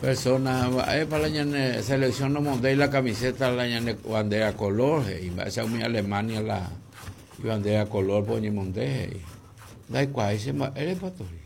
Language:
Guarani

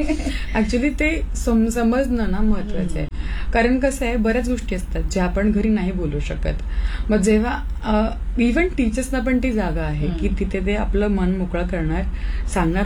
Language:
Marathi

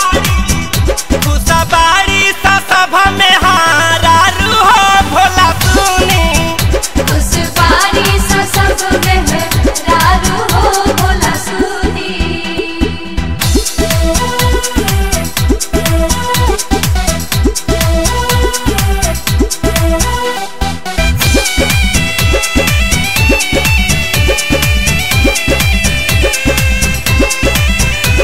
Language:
Bhojpuri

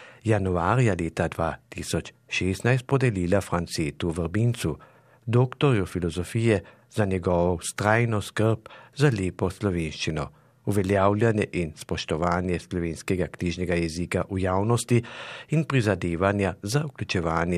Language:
Slovenian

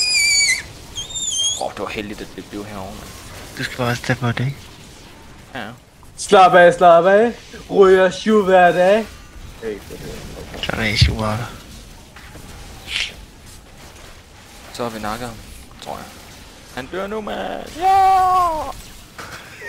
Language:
Danish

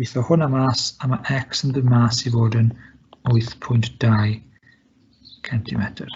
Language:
Welsh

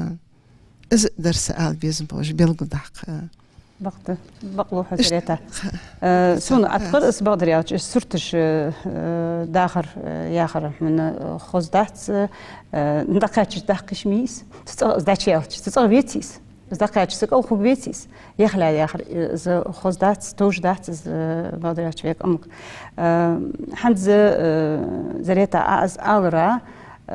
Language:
Ingush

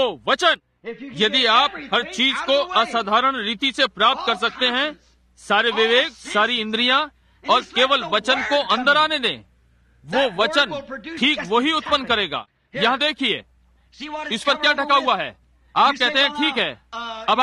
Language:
Hindi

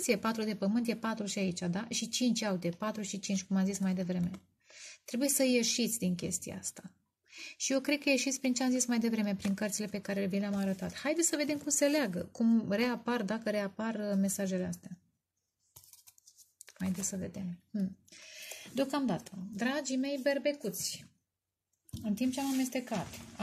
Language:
Romanian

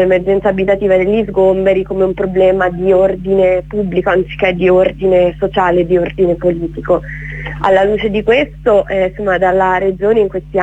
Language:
Italian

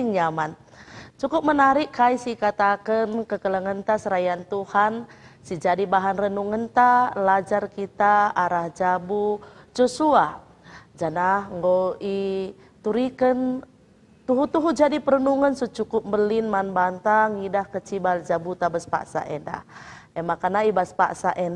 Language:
Batak Karo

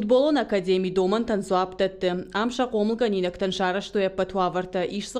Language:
Ossetic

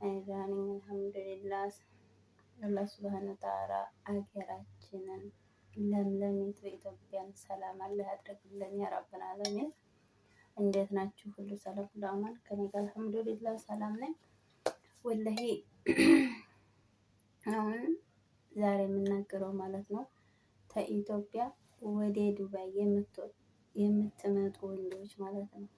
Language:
Amharic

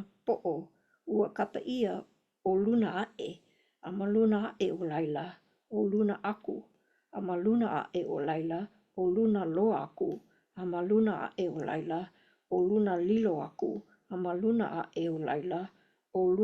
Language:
Hawaiian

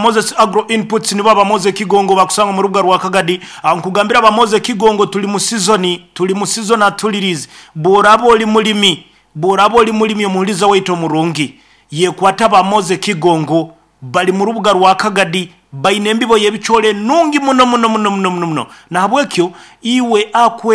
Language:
Nyoro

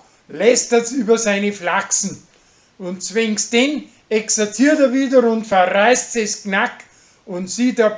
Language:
Bavarian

